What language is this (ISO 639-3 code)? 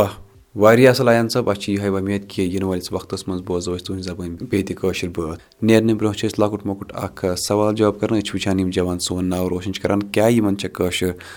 kas